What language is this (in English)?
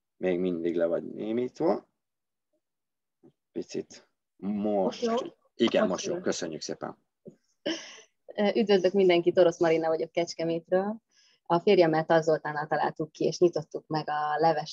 Hungarian